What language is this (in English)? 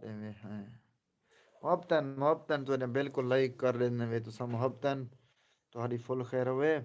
Saraiki